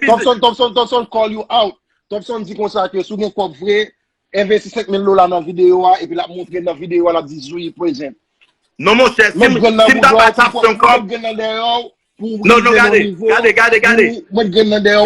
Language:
Haitian Creole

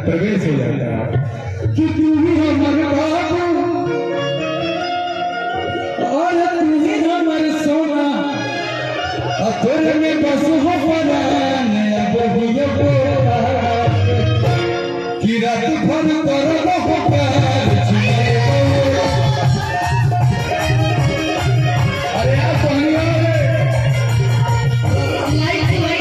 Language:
Bhojpuri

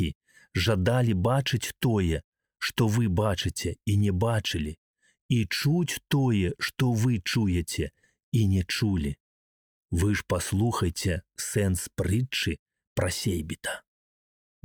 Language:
Belarusian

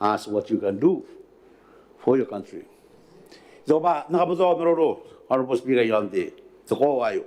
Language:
Gilbertese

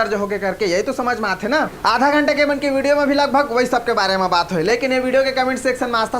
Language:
Chhattisgarhi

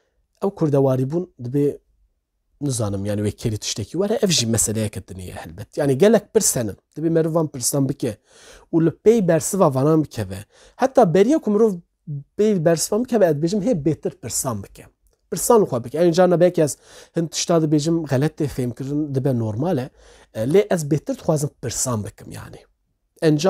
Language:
Kurdish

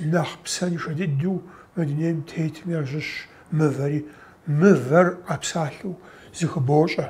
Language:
Kabardian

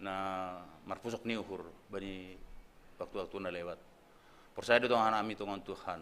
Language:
Batak Simalungun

